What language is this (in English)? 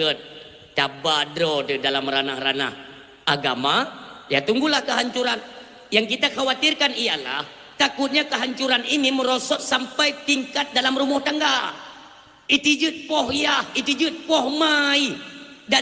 Achinese